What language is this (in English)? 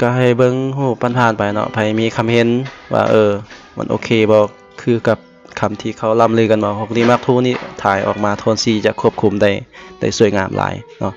Lao